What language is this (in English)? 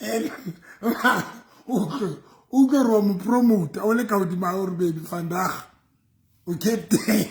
Southern Sotho